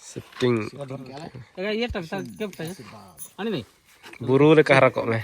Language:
Santali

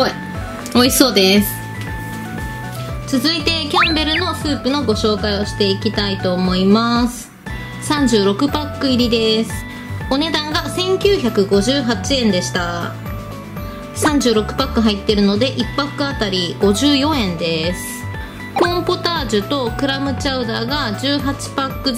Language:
Japanese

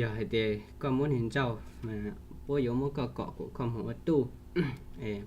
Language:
Hmong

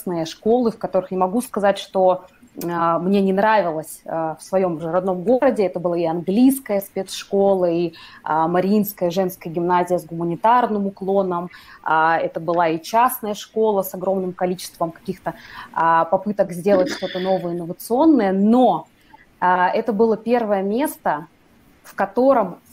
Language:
Russian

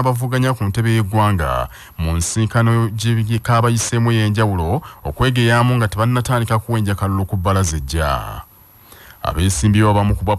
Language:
Ganda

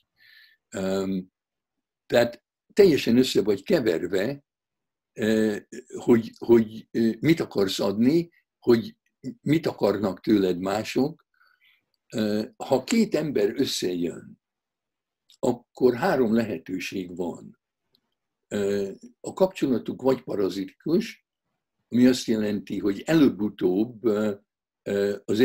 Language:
Hungarian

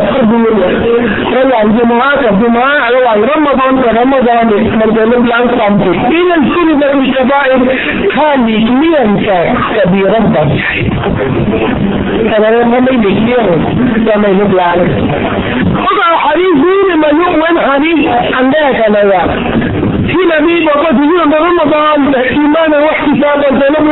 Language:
Thai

